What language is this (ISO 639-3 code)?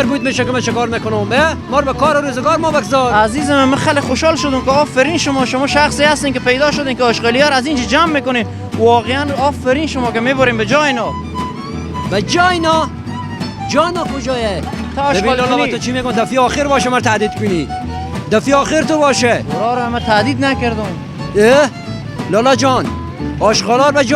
fas